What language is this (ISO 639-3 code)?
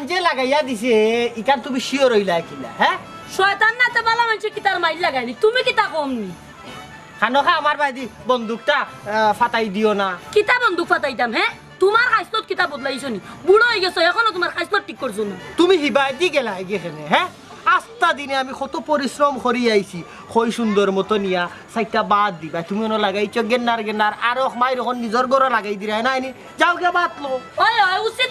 syl